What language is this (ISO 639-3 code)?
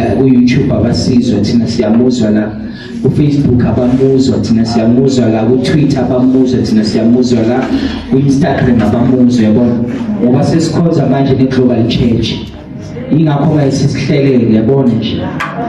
zul